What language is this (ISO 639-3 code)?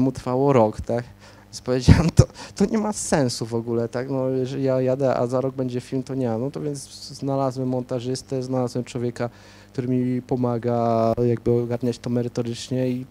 pol